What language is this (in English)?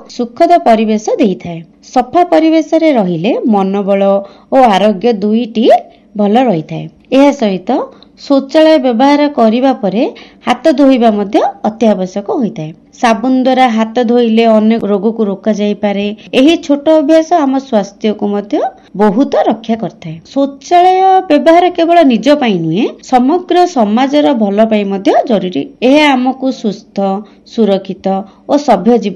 Odia